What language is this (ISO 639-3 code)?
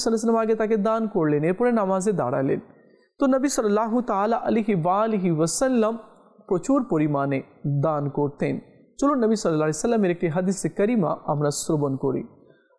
ben